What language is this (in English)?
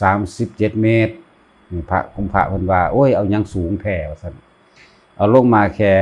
Lao